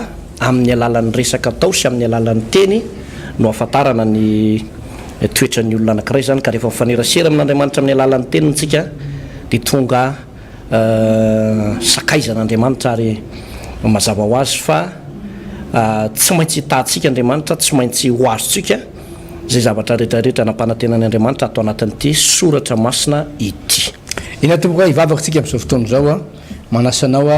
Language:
Malagasy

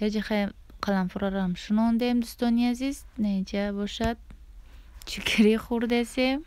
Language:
Tajik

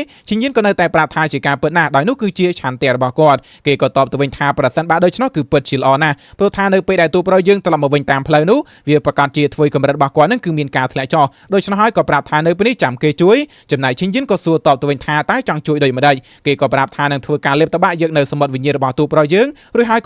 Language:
Khmer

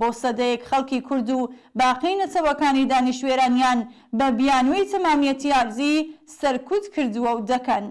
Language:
Central Kurdish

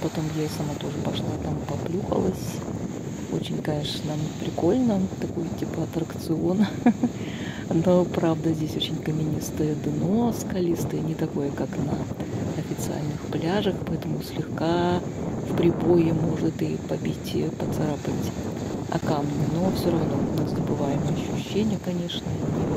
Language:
Russian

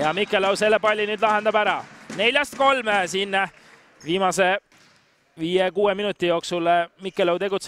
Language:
Estonian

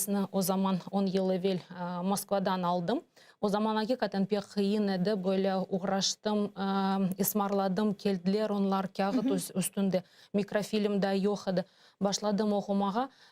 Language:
Crimean Tatar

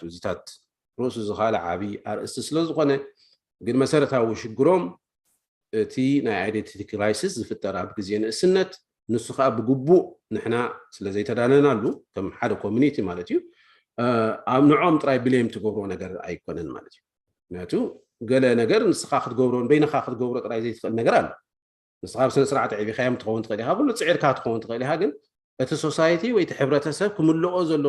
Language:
Tigrinya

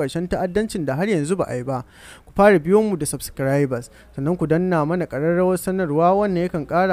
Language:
Hausa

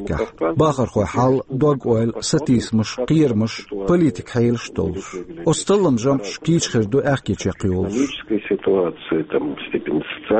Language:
Chechen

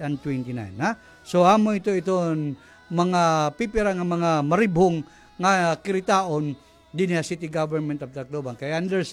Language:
Waray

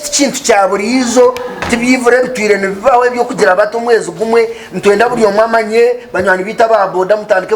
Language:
Nyankole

